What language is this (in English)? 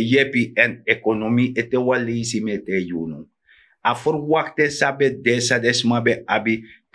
Sranan Tongo